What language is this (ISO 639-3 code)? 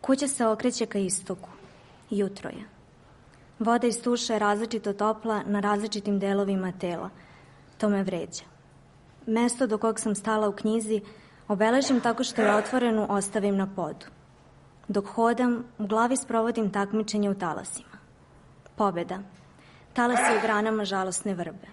srp